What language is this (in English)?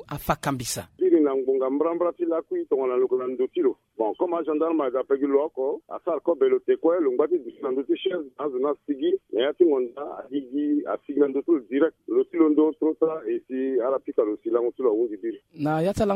Sango